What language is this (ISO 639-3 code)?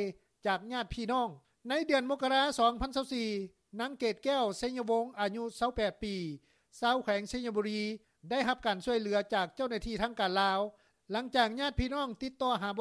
lao